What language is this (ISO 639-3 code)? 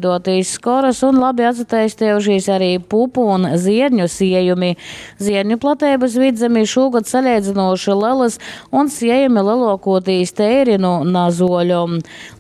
ltg